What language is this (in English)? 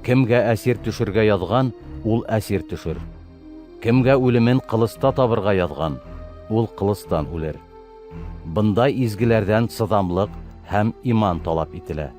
Bashkir